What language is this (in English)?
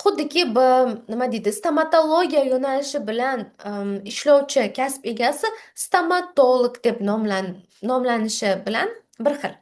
Uzbek